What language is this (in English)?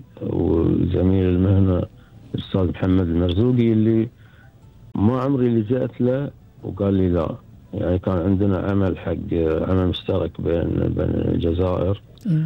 Gulf Arabic